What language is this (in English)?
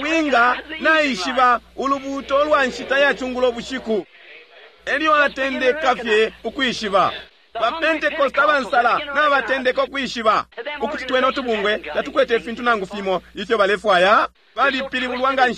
Bemba